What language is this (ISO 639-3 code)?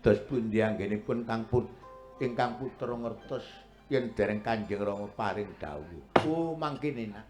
jav